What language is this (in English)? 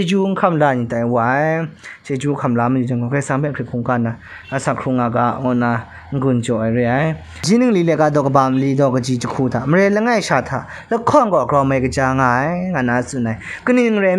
Kachin